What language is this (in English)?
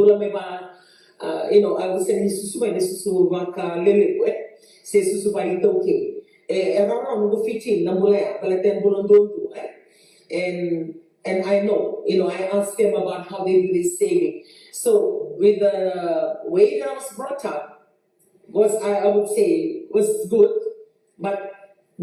Fijian